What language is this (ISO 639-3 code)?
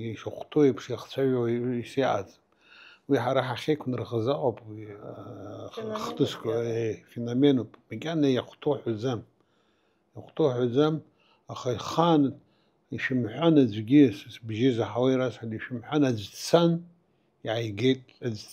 abk